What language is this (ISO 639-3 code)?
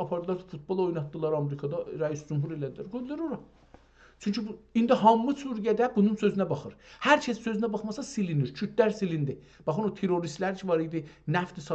azb